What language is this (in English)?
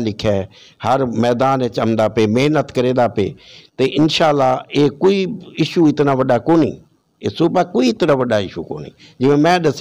Saraiki